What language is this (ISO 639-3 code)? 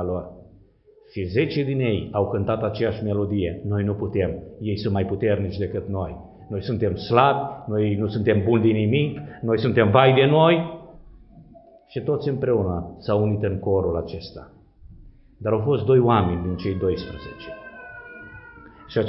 ron